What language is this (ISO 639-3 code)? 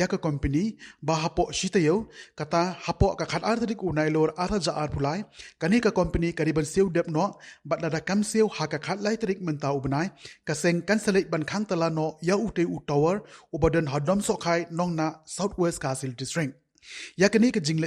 kha